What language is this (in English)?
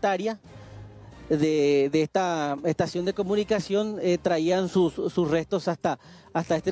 Spanish